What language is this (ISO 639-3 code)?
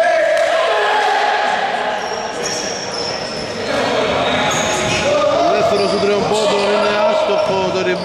ell